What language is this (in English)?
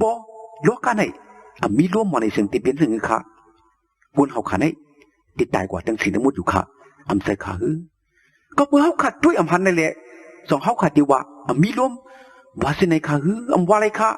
Shan